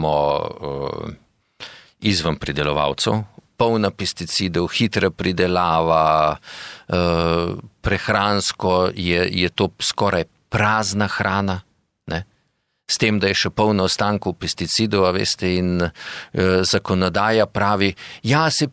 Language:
Slovenian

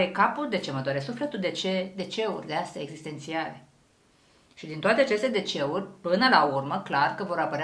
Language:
Romanian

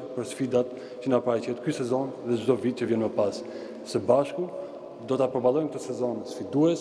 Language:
Albanian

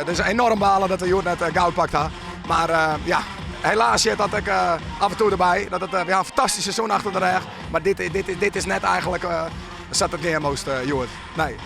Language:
Western Frisian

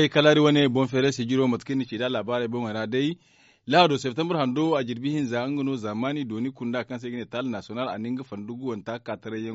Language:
Zarma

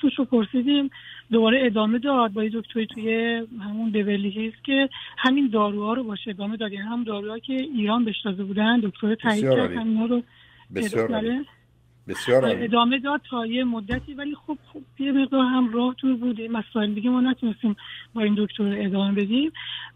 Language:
Persian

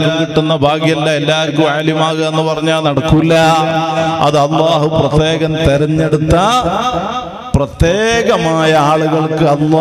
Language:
Malayalam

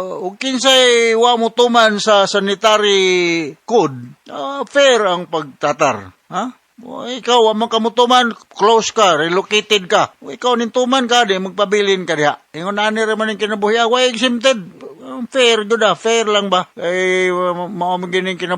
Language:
Cebuano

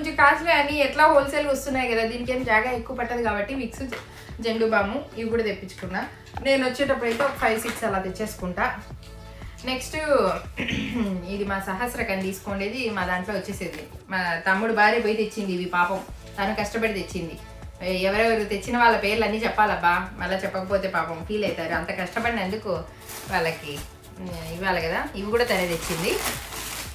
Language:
Telugu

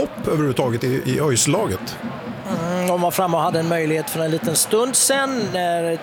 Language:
Swedish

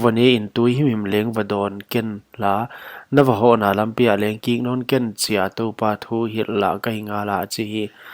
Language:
Paite Chin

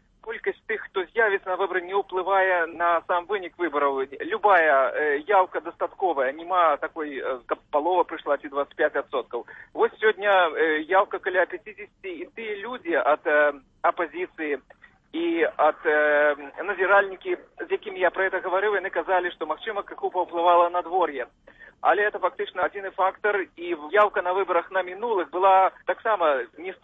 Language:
Belarusian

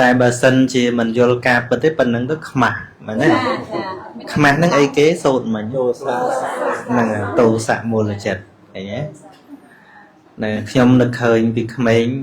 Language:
Khmer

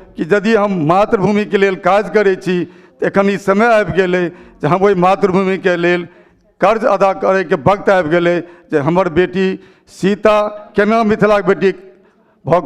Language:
Maithili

